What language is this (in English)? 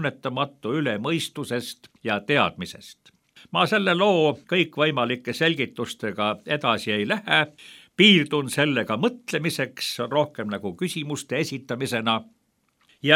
Estonian